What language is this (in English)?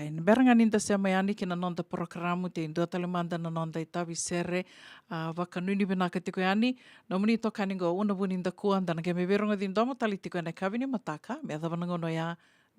Fijian